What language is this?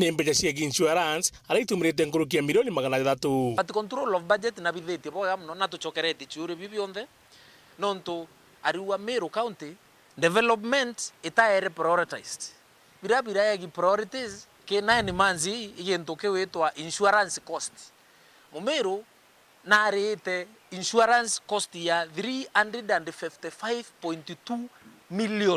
Meru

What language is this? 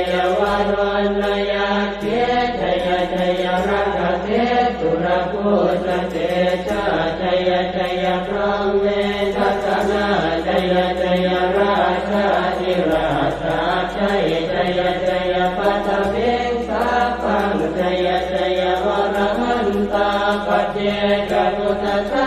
Pali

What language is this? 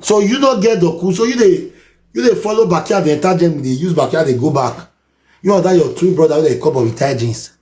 Nigerian Pidgin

